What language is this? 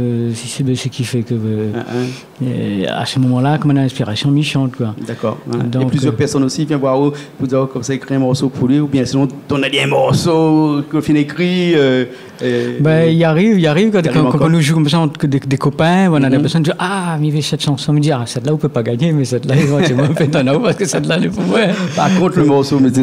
Réunion Creole French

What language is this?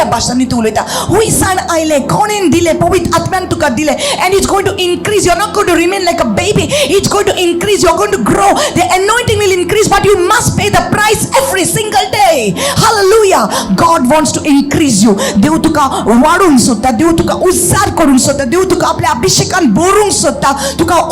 Konkani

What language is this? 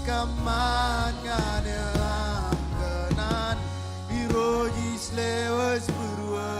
Marshallese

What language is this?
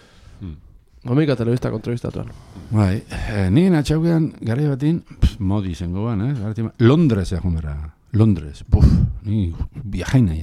Basque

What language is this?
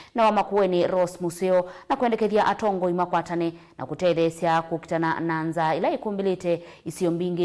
Kamba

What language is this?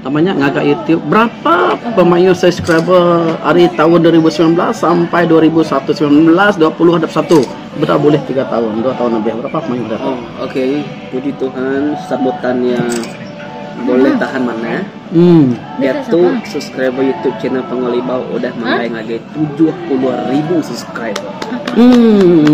Iban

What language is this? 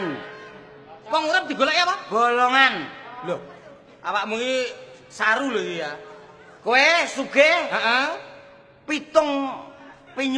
Javanese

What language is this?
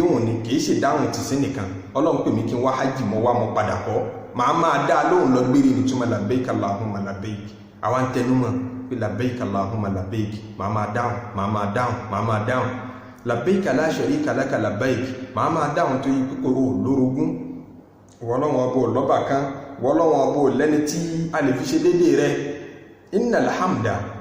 Yoruba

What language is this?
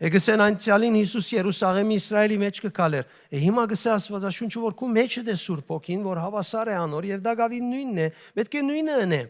Western Armenian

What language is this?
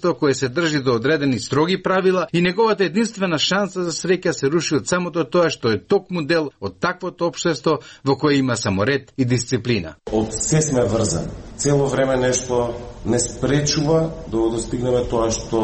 Macedonian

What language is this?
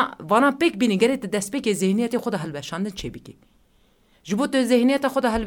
Kurdish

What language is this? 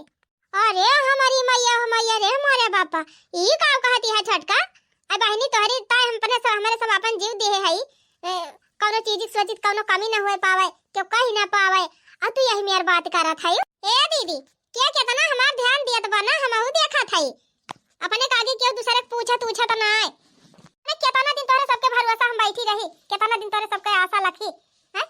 Awadhi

